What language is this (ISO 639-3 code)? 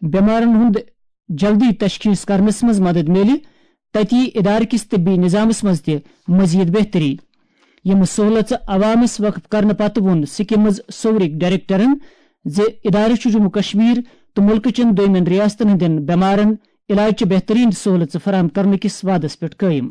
kas